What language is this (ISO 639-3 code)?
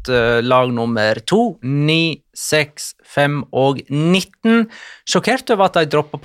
nor